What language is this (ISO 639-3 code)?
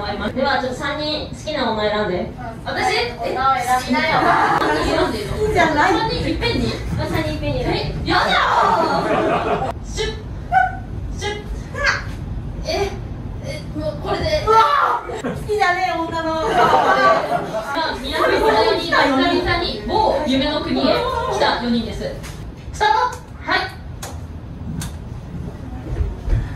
jpn